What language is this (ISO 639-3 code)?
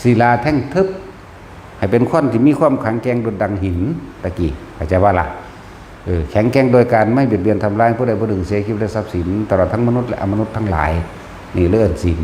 tts